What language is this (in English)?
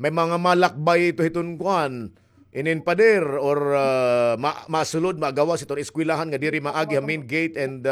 Waray